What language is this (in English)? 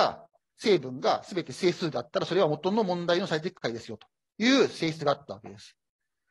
Japanese